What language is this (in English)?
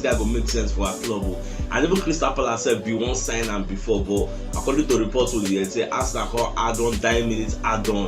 Nigerian Pidgin